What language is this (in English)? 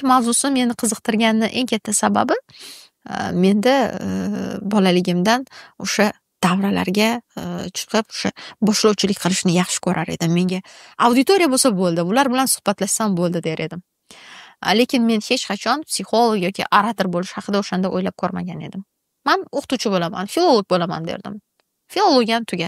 Uzbek